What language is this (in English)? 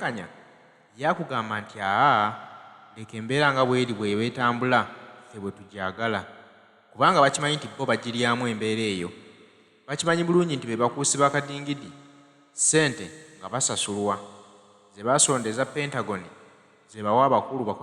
Ganda